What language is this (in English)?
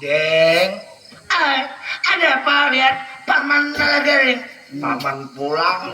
Banjar